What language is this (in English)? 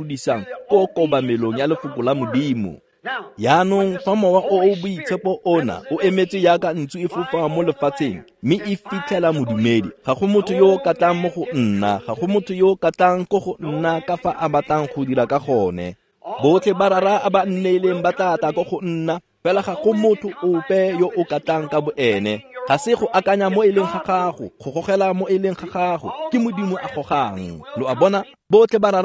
Tswana